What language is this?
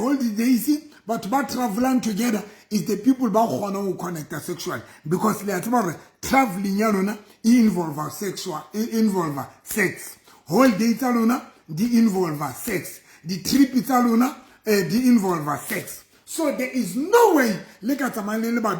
Southern Sotho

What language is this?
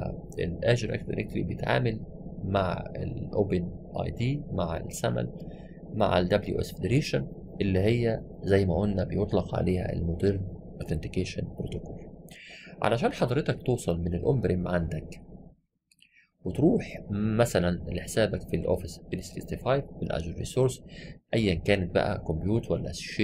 Egyptian Arabic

